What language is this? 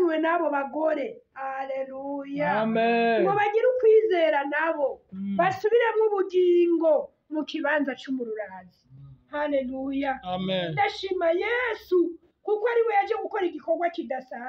Rundi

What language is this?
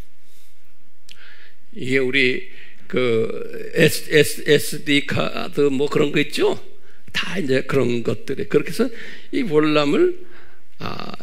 Korean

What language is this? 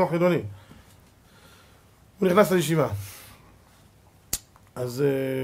Hebrew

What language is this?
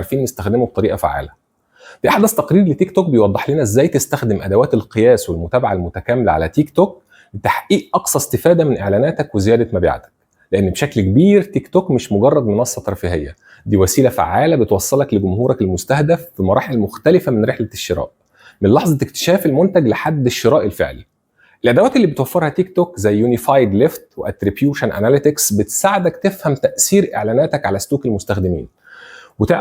Egyptian Arabic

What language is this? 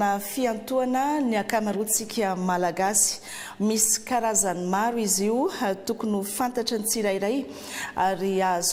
Malagasy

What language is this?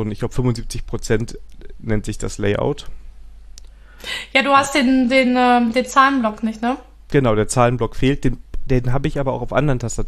German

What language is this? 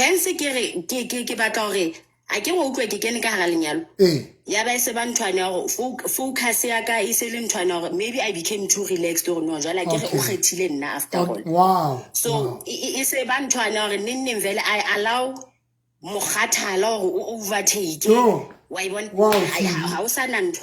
Southern Sotho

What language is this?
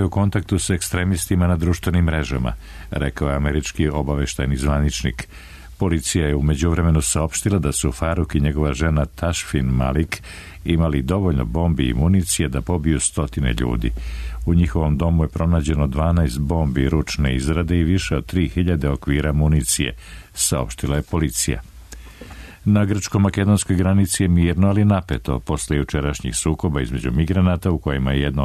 Serbian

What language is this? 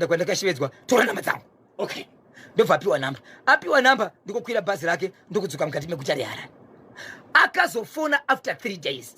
Shona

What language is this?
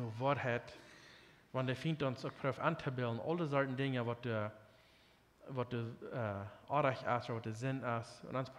Plautdietsch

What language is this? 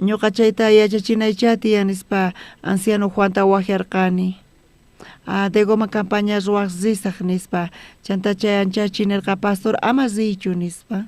South Bolivian Quechua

